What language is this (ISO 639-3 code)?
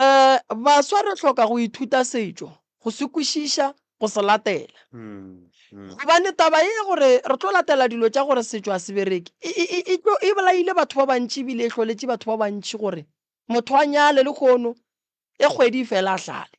nso